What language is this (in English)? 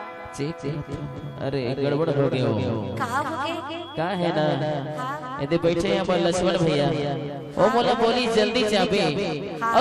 Chhattisgarhi